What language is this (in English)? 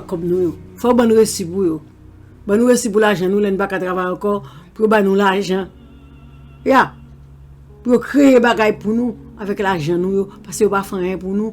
Haitian Creole